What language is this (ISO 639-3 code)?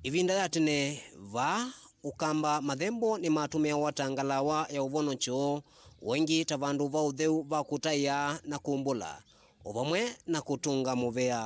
kam